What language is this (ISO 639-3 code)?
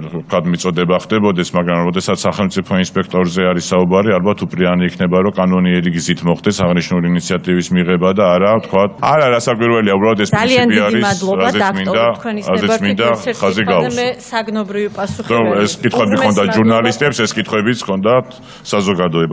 kat